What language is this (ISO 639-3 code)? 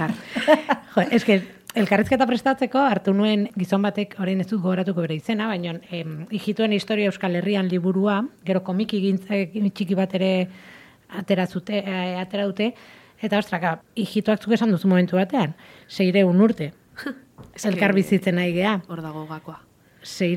eus